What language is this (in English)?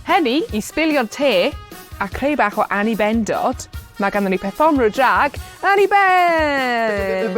Welsh